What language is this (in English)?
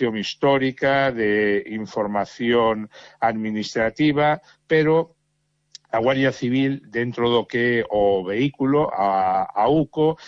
Galician